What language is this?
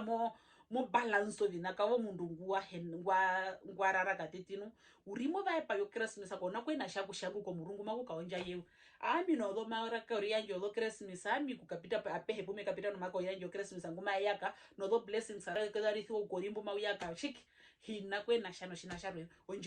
Herero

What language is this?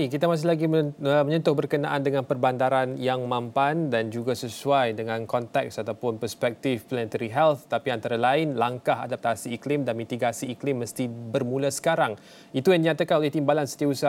Malay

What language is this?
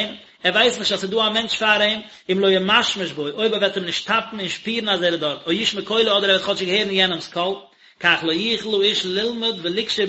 Yiddish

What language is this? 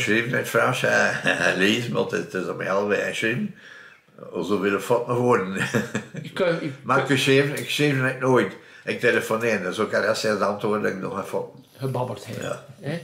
Dutch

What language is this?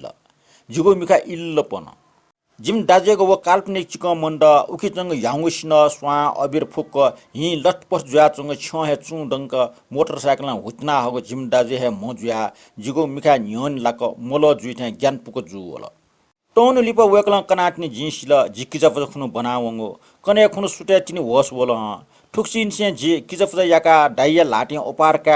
Newari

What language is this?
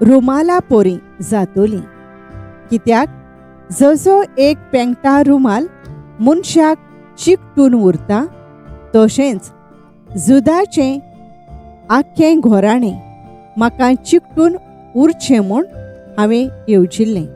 Konkani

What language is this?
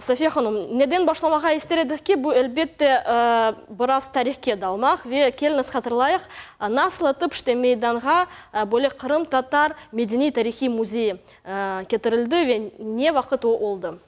Crimean Tatar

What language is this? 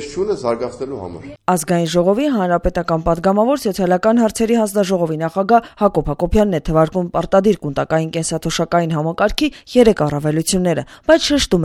Armenian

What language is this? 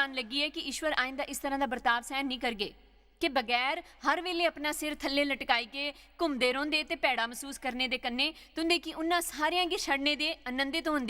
Dogri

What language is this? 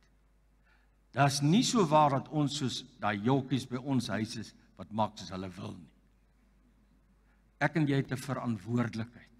Afrikaans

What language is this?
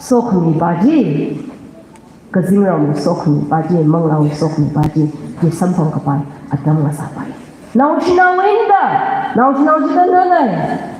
Tangkhul Naga (India)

